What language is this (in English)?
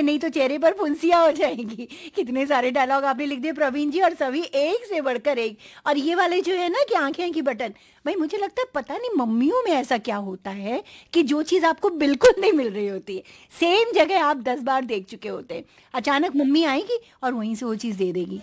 Hindi